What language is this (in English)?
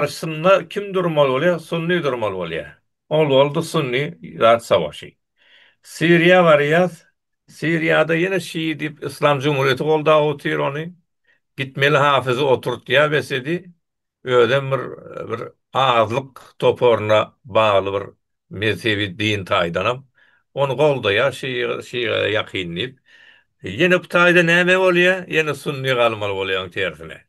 Turkmen